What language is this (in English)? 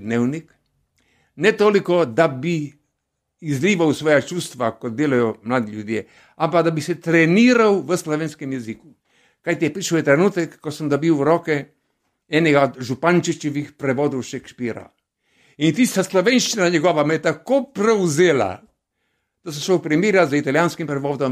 Slovenian